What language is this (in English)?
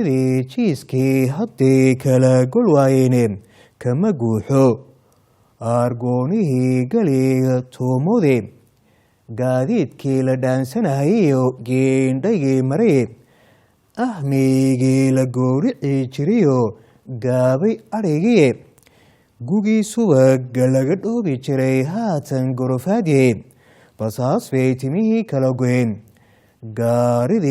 Somali